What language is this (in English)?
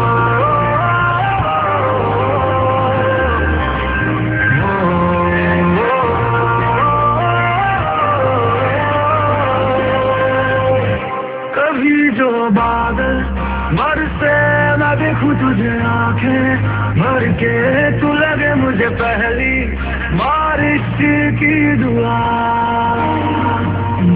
Bangla